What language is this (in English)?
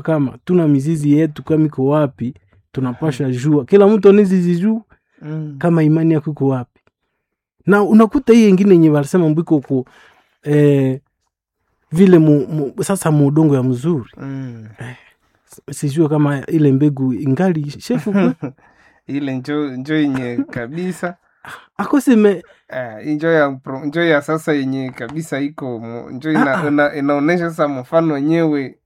Swahili